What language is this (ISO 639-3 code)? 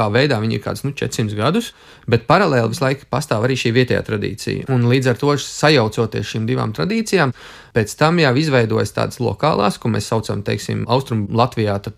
lav